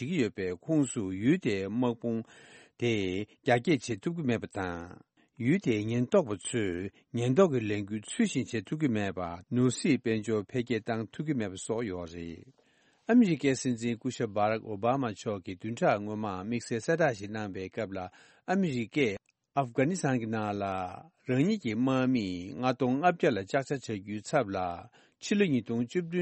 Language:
Tibetan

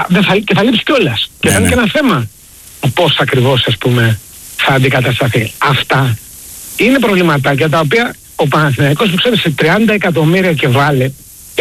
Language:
Greek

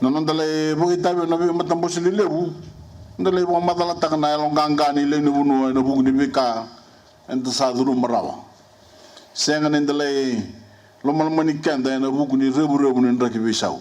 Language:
Fijian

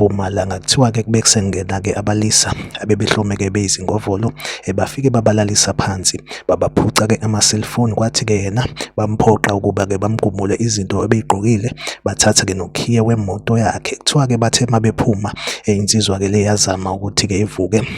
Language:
Zulu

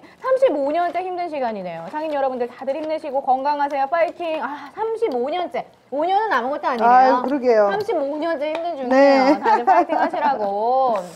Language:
Korean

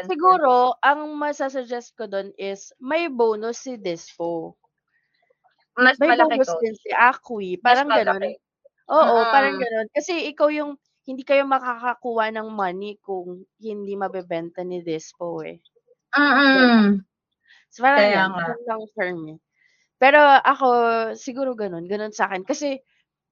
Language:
Filipino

